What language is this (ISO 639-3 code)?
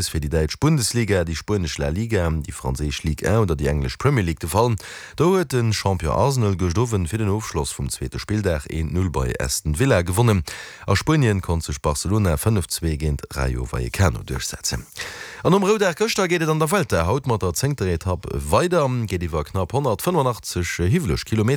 ltz